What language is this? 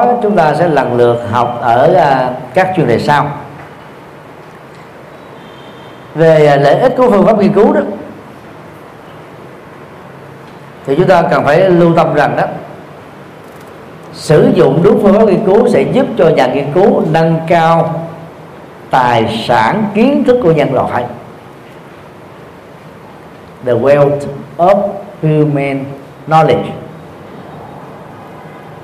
Vietnamese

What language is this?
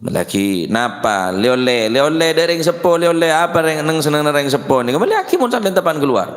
Madurese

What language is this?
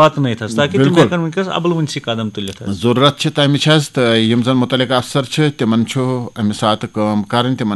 Kashmiri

